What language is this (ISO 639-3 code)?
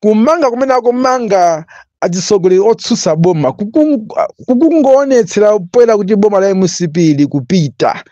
nya